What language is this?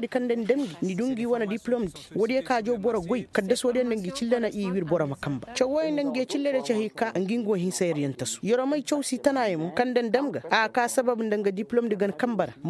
Koyraboro Senni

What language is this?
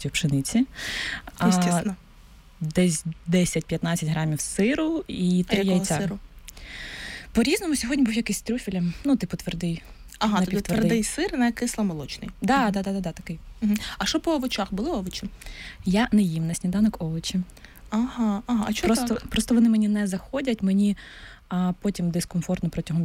Ukrainian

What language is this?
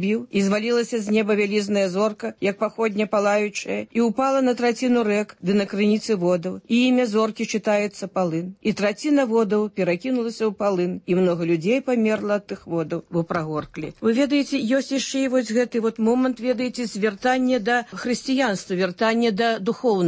Belarusian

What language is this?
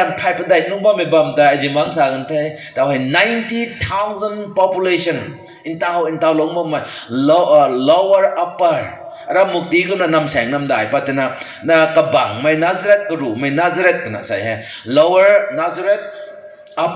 Rongmei Naga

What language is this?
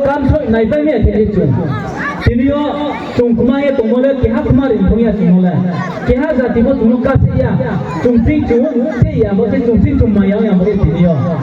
Riang (India)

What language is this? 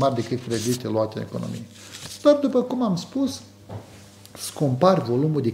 Romanian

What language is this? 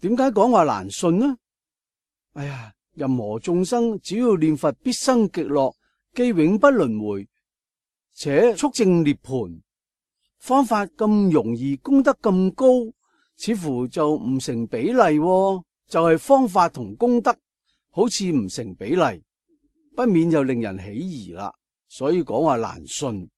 Cantonese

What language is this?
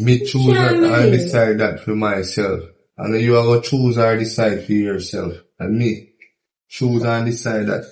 Jamaican Creole English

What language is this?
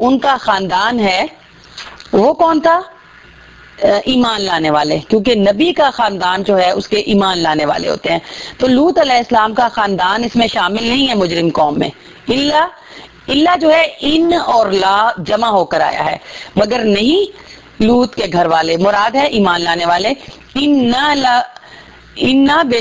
Urdu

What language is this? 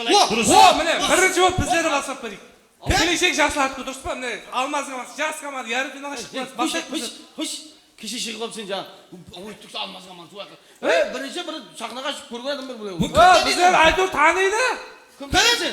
Kara-Kalpak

